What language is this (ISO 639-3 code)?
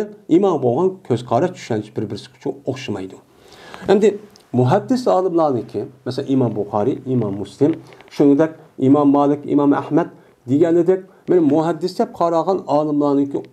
uig